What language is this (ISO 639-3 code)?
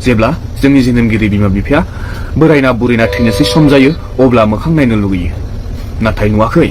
brx